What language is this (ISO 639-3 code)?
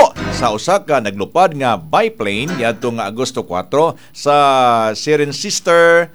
ceb